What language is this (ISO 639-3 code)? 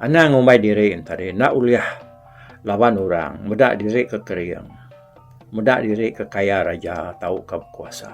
iba